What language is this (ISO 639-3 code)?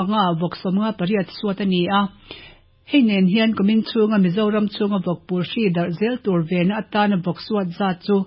lus